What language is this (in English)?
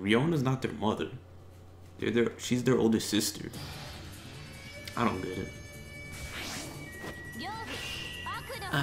English